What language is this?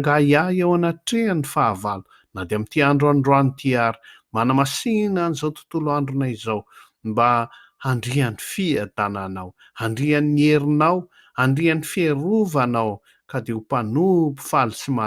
Malagasy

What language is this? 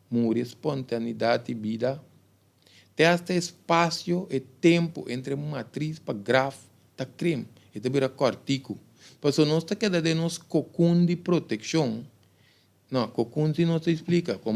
Papiamento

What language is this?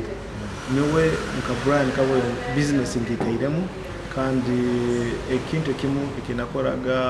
Nyoro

